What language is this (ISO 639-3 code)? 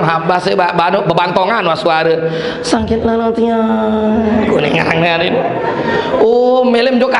sas